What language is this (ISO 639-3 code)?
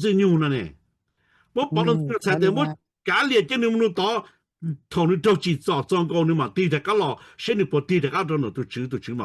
hmn